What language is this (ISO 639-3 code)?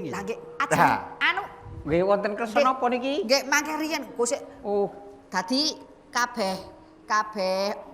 jav